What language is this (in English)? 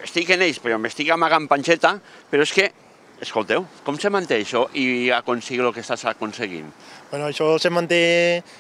Catalan